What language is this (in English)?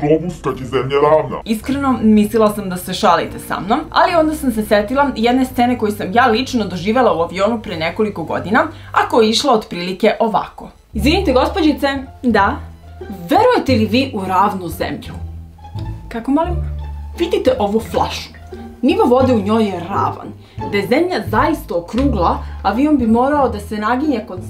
Serbian